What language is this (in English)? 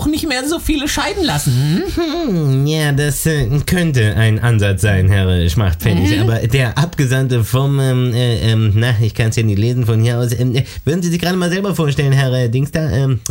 German